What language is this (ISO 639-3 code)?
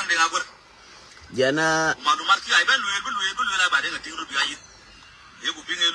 nus